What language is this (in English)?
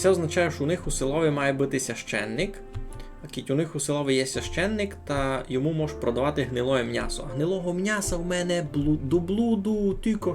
Rusyn